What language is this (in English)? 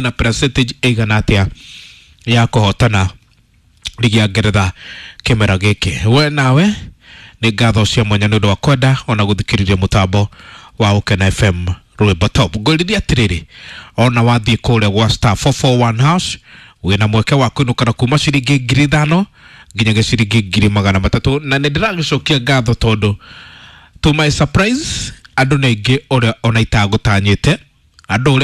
Kikuyu